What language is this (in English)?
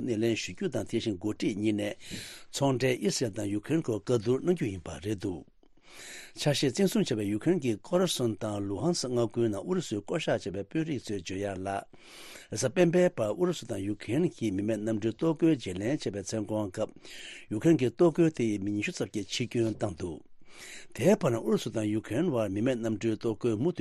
Tibetan